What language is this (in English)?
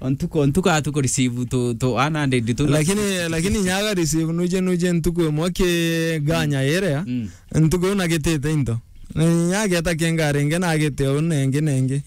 Meru